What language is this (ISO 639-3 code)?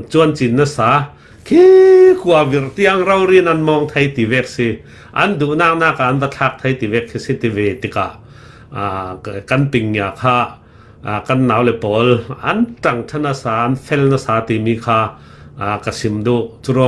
cfm